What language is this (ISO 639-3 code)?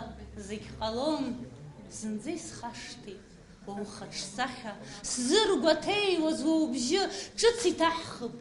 abk